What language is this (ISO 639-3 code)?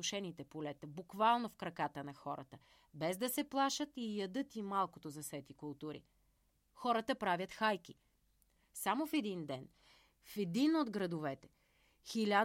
bul